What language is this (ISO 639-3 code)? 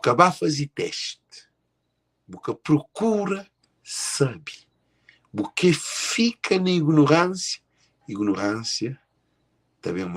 kea